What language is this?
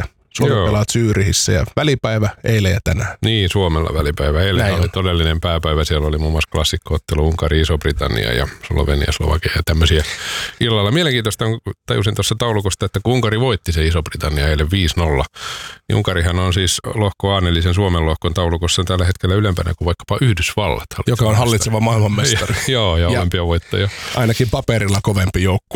Finnish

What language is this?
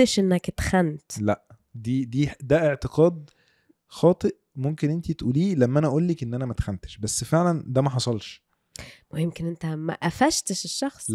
Egyptian Arabic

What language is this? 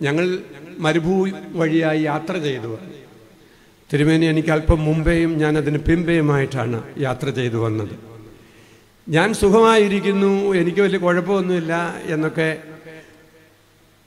Malayalam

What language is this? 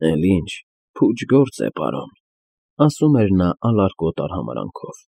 Armenian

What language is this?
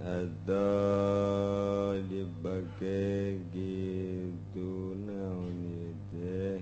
Sundanese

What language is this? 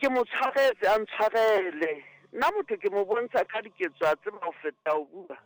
Southern Sotho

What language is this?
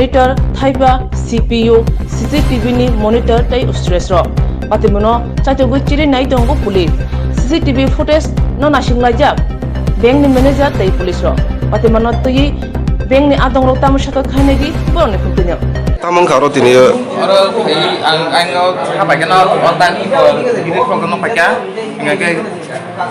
Kok Borok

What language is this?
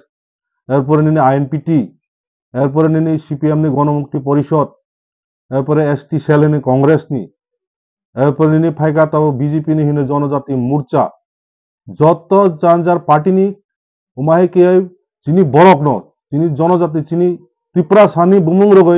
Kok Borok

